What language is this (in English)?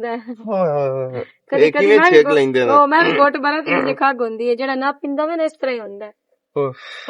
Western Panjabi